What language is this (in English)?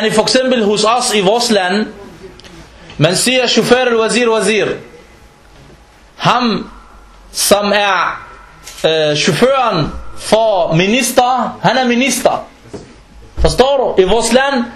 Danish